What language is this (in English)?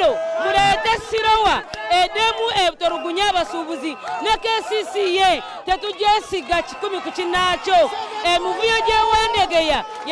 Ganda